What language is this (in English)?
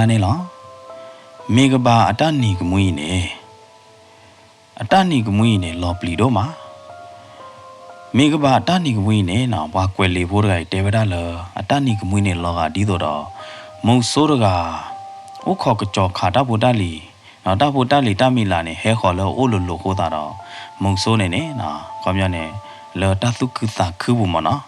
S'gaw Karen